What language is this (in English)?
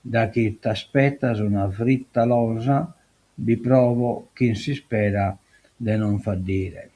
Sardinian